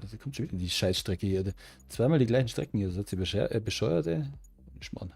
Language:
Bavarian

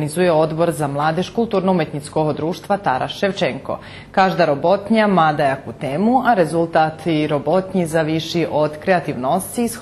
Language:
Rusyn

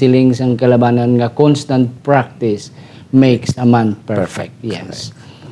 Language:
Hiligaynon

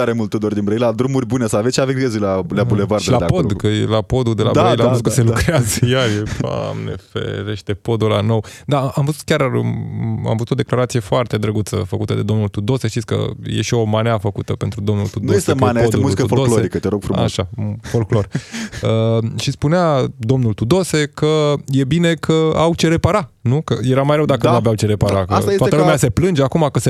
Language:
Romanian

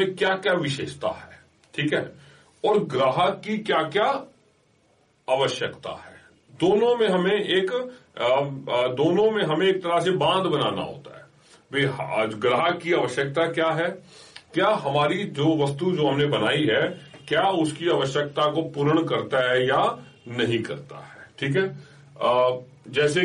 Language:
Hindi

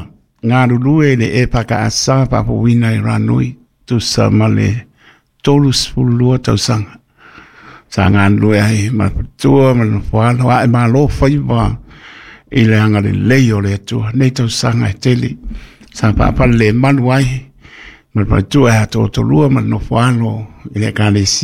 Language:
Samoan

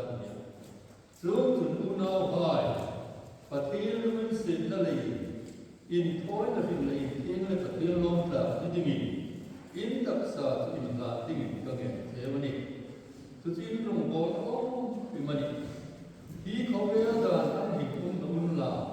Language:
Hmar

